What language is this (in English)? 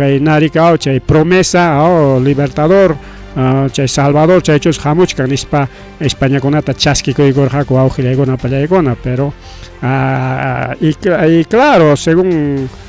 Ayacucho Quechua